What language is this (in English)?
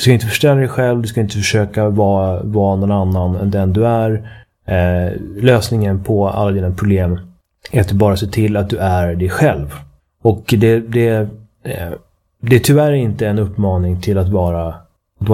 Swedish